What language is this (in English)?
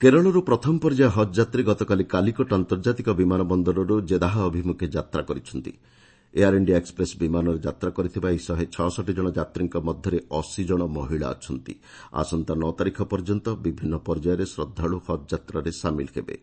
Odia